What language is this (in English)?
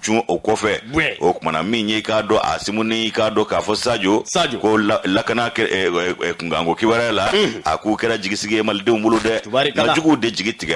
Bambara